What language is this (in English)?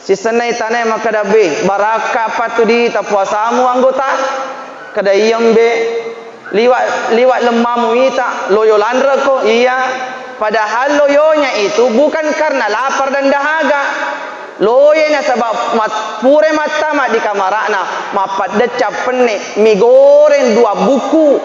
Buginese